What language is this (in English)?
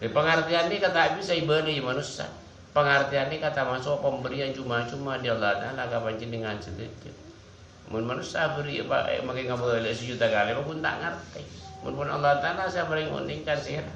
Madurese